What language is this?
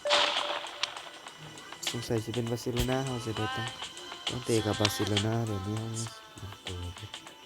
Lao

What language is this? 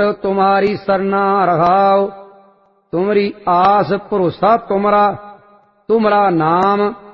Punjabi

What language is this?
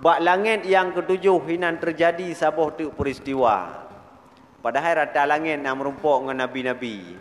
Achinese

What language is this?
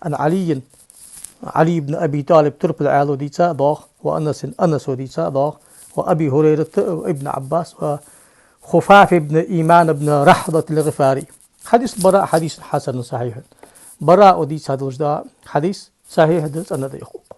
Ingush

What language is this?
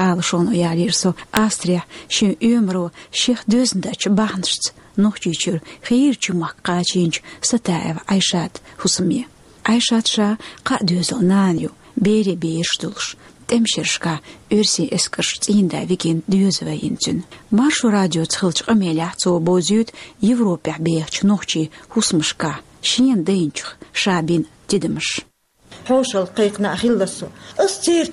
Chechen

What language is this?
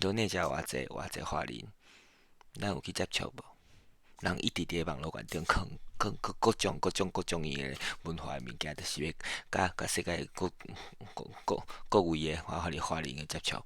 Min Nan Chinese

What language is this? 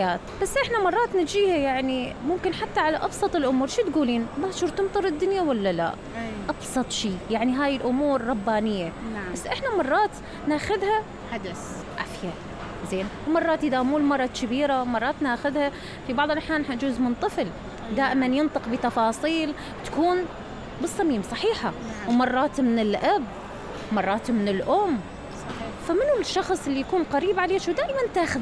Mesopotamian Arabic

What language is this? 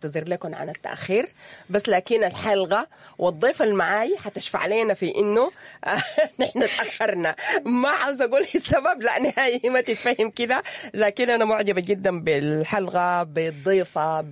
Sudanese Arabic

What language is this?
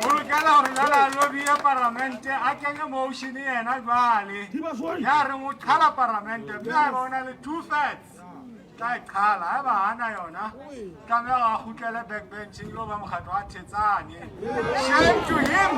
Southern Sotho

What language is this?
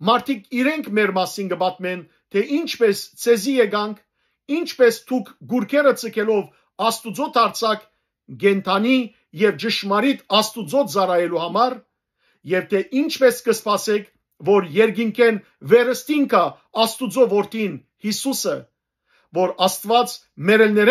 Western Armenian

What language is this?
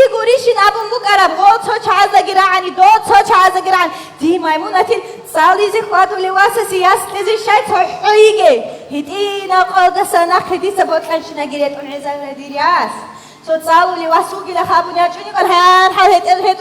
Avaric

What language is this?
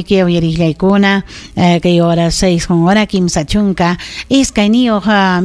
Ayacucho Quechua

